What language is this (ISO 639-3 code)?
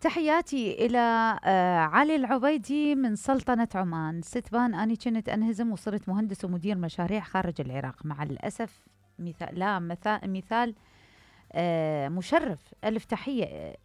acm